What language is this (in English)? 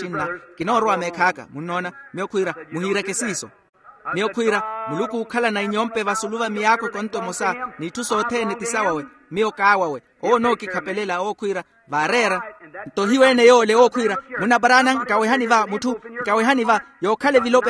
Makhuwa